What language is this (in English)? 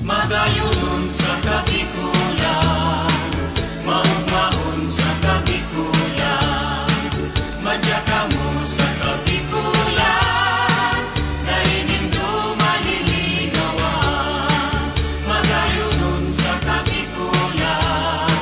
Bikol